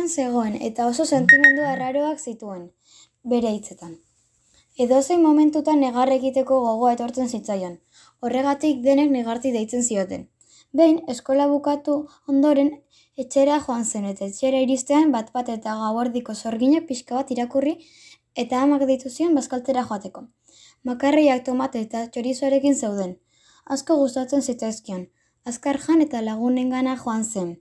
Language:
Basque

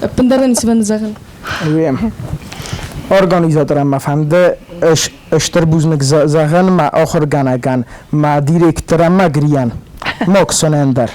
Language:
Ossetic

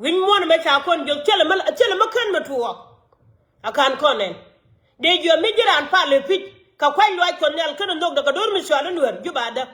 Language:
Nuer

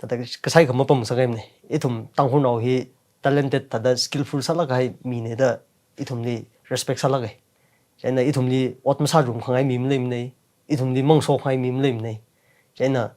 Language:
Tangkhul Naga (India)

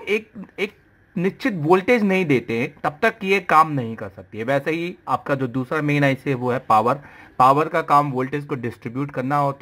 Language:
Hindi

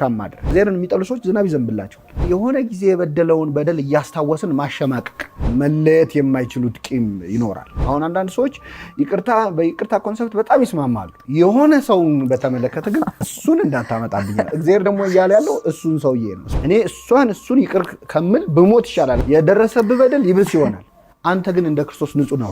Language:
Amharic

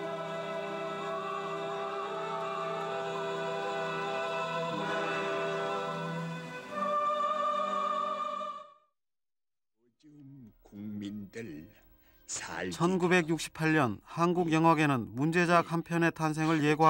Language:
Korean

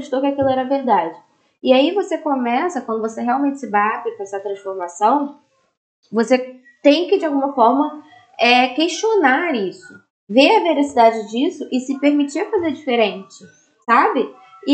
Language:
Portuguese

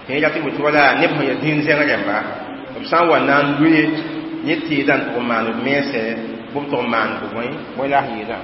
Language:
Mossi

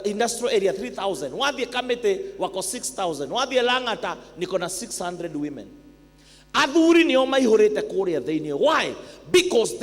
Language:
Kikuyu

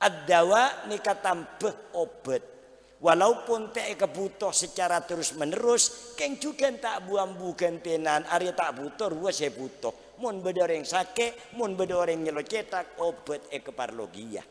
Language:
Madurese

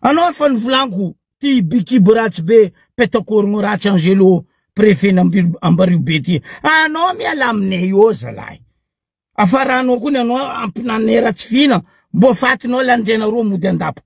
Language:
Malagasy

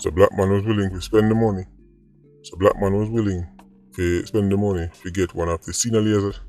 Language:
Jamaican Creole English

